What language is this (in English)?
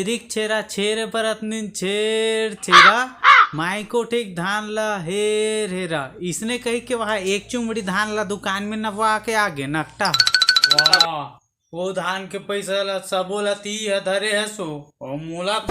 Chhattisgarhi